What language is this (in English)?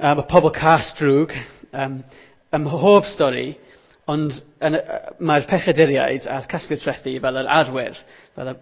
Welsh